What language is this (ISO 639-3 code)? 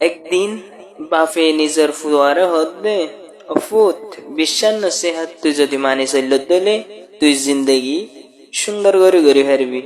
rhg